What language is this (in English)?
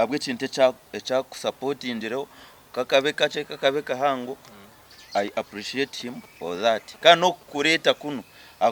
Nyankole